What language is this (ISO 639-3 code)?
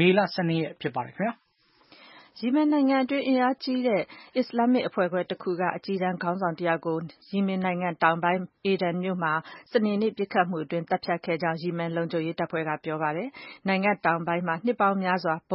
mya